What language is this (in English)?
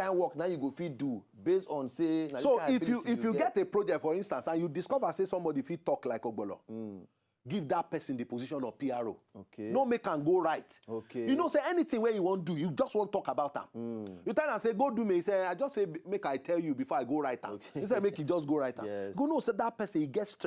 Nigerian Pidgin